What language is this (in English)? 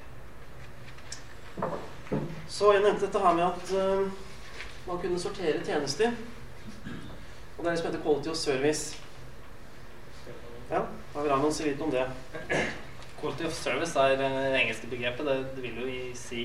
Norwegian